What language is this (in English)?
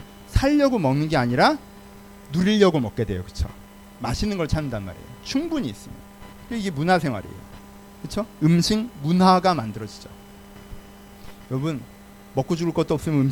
Korean